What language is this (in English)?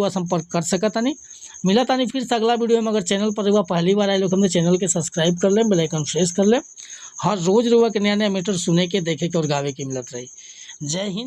Bhojpuri